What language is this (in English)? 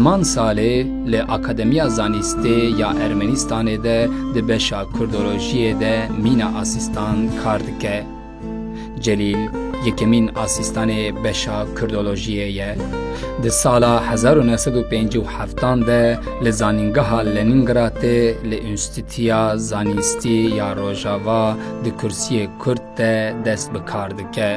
Kurdish